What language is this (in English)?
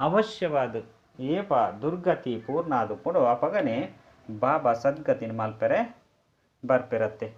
Tulu